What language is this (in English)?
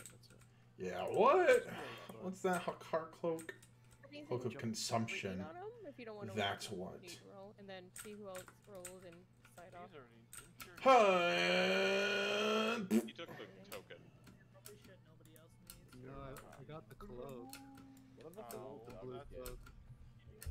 English